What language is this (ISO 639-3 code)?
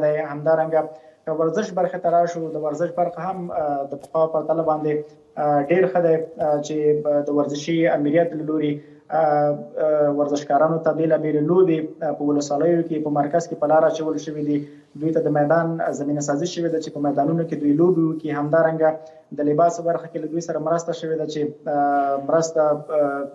pus